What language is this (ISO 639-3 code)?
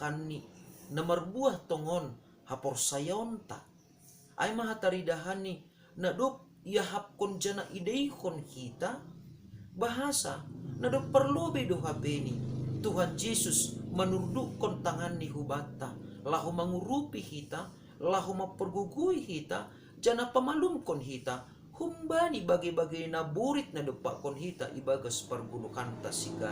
bts